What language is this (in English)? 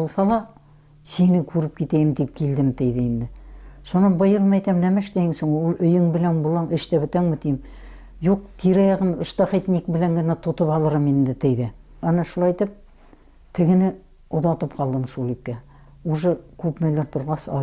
Bashkir